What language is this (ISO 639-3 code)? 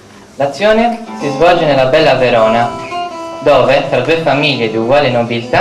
ita